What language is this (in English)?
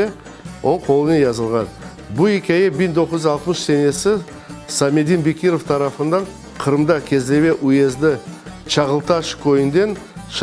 Crimean Tatar